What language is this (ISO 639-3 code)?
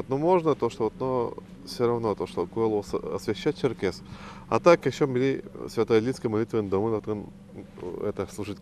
udm